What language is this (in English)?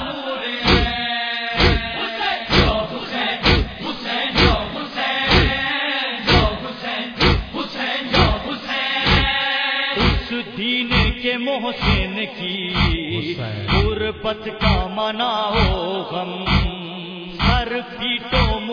Urdu